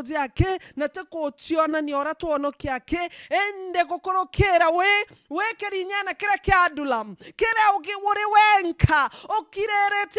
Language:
Meru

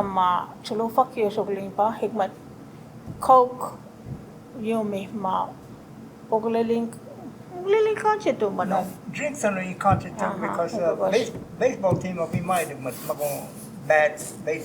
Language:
Choctaw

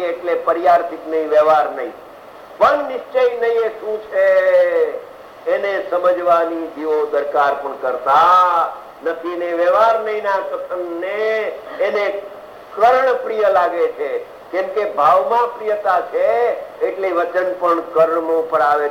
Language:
Gujarati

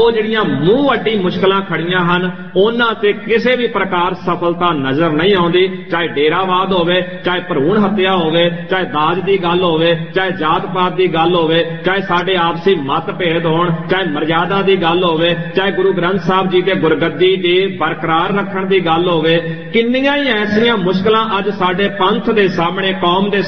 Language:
Punjabi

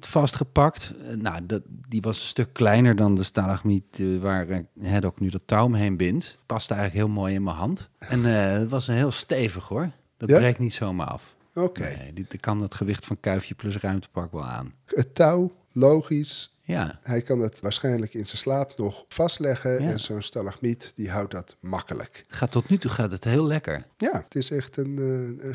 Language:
Dutch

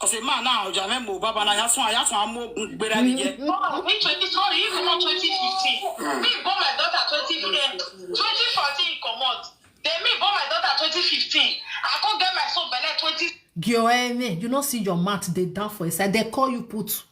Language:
Nigerian Pidgin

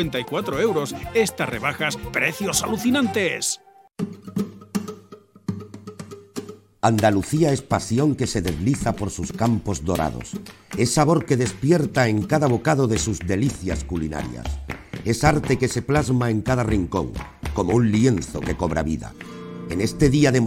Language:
Spanish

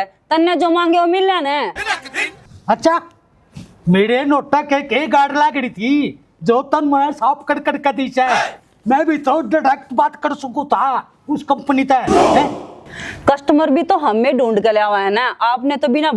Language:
Haryanvi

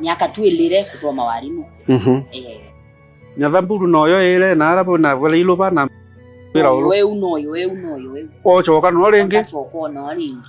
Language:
Meru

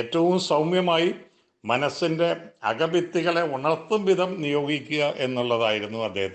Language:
Malayalam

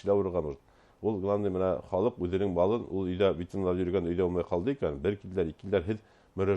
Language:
Bashkir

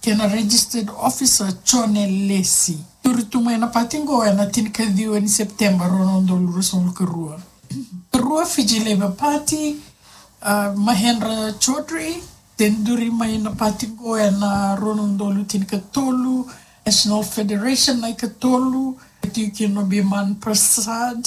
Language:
Fijian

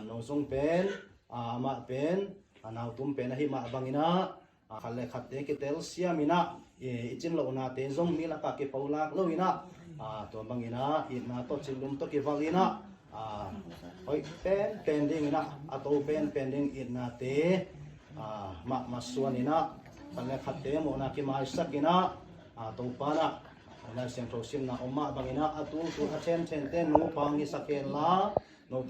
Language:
Tedim Chin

